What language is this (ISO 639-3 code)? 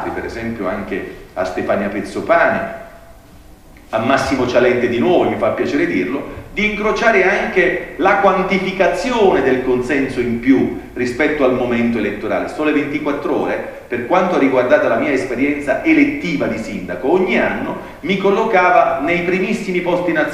ita